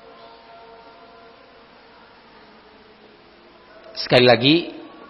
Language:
Indonesian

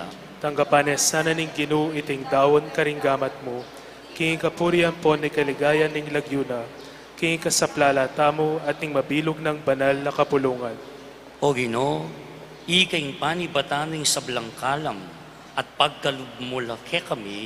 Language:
Pampanga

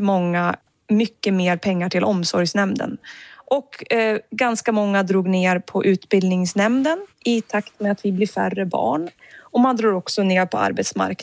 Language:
Swedish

